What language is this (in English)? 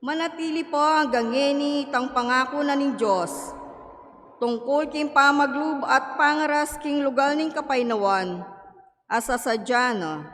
Pampanga